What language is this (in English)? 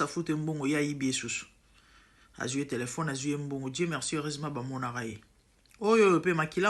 Lingala